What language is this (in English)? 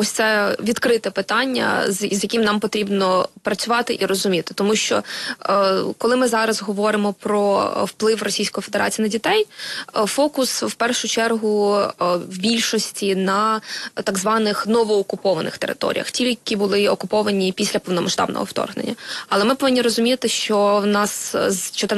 Ukrainian